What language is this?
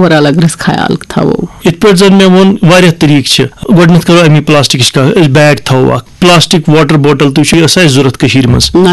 Kashmiri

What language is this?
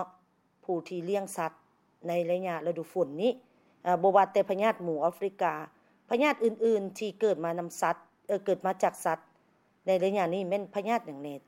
Lao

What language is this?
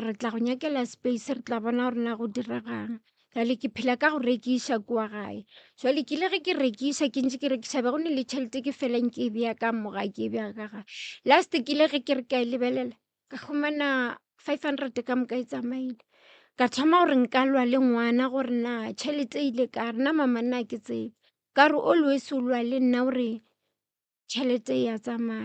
Northern Sotho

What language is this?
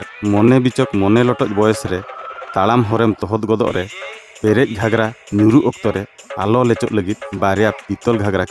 Santali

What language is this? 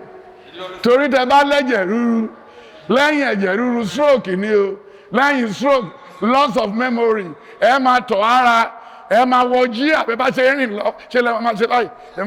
Yoruba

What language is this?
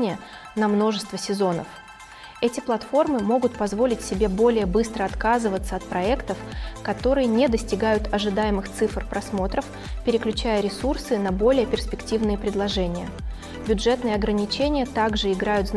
Russian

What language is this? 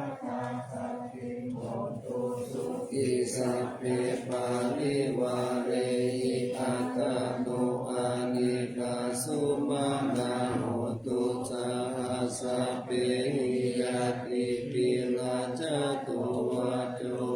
Pali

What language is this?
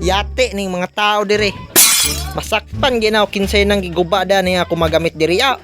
Cebuano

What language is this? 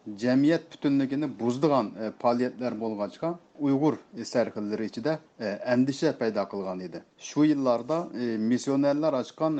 Uyghur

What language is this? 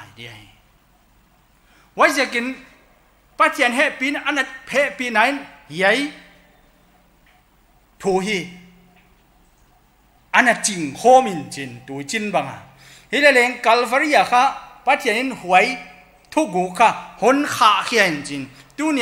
Thai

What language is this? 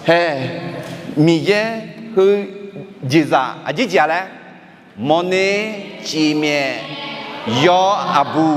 Akha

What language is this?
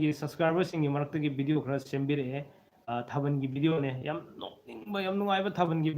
Manipuri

